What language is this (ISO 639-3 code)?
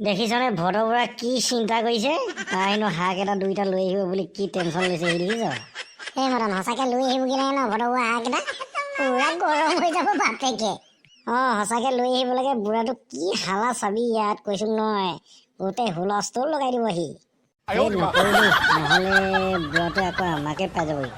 asm